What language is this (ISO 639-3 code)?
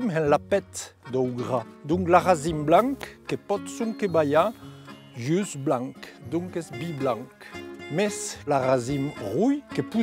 oci